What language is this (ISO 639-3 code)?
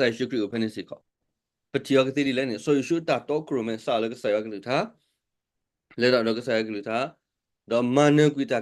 ksw